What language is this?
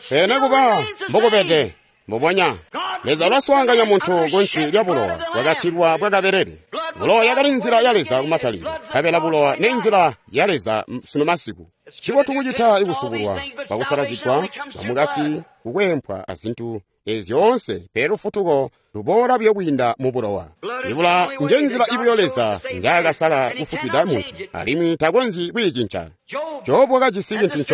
Tonga (Zambia)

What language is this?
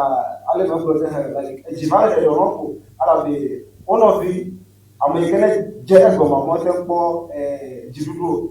Ewe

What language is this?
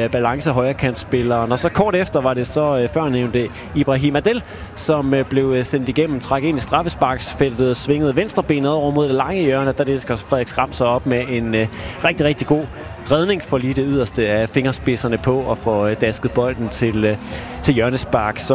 Danish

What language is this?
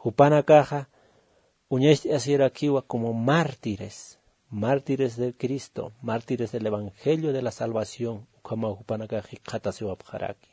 Aymara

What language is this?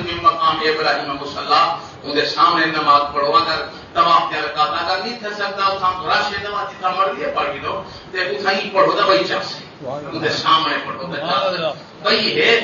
Saraiki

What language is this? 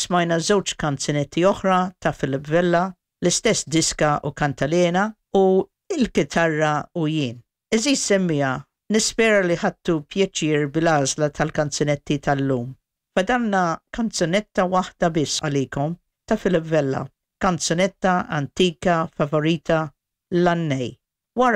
Maltese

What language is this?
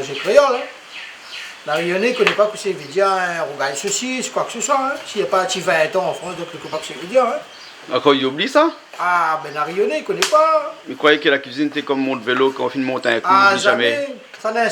Réunion Creole French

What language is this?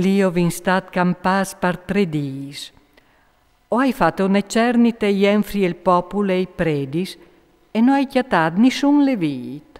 Friulian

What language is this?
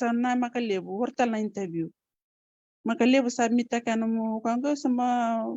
Fijian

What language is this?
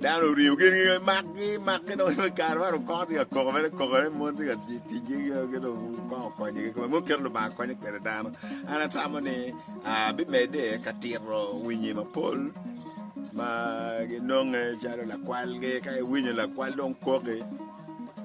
Acoli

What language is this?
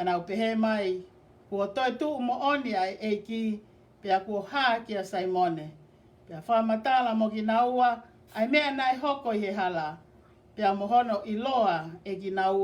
Tongan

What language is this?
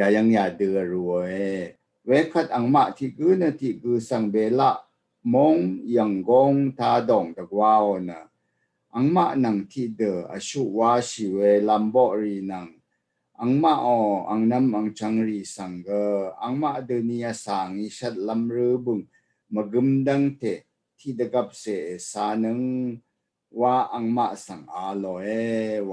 Rawang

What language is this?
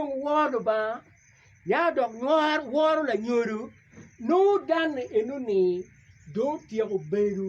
Acoli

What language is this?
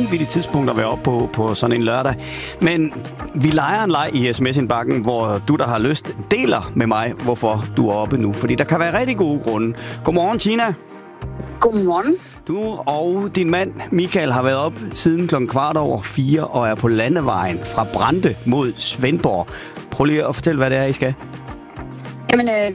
Danish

